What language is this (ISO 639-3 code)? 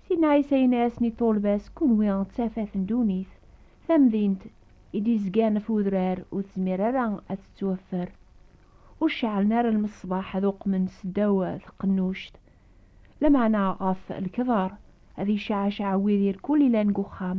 kab